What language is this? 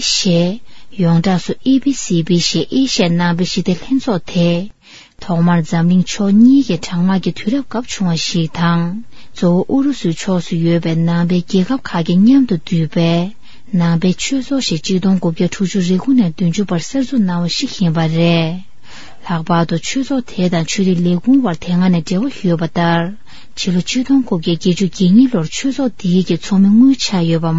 Tibetan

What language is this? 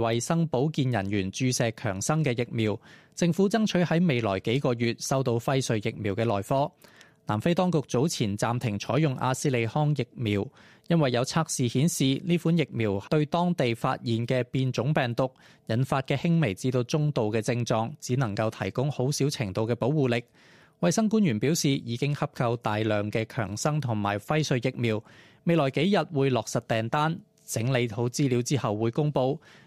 Cantonese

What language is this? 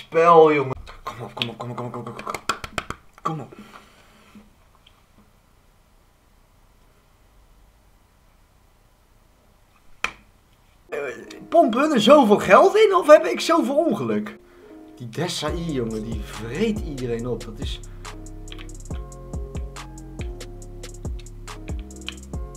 Dutch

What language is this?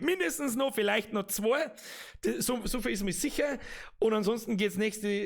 Bavarian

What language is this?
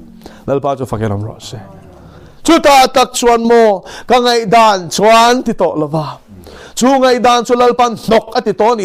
Mizo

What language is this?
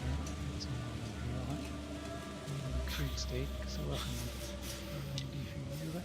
Swiss German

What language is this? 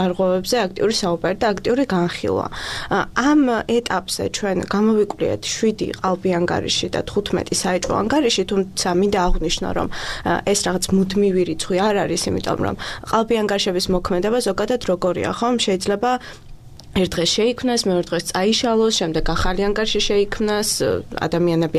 Georgian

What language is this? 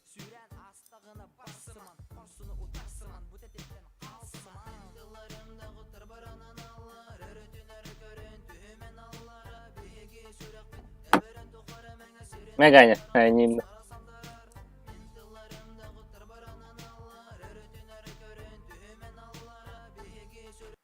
Yakut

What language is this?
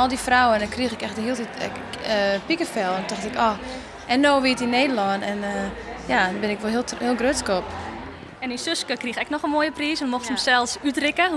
Western Frisian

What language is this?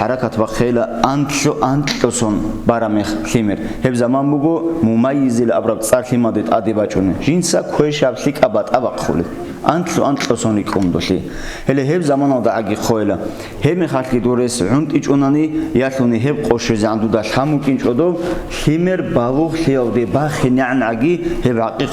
Avaric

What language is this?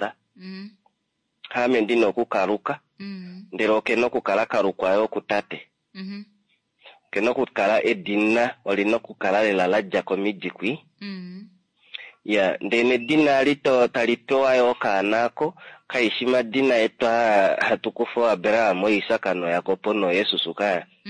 Kuanyama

